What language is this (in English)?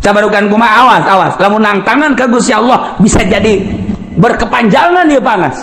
Sundanese